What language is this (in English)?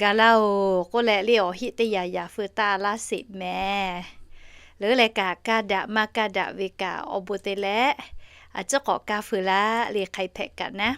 Lahu